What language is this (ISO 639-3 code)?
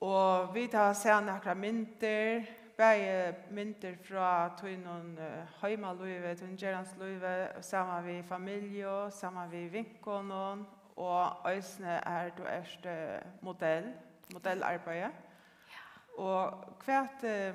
fao